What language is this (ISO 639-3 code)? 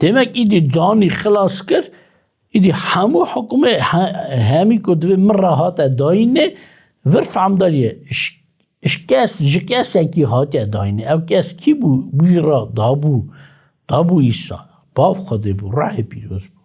kur